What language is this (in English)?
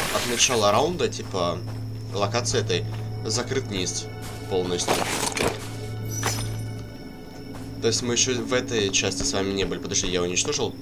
Russian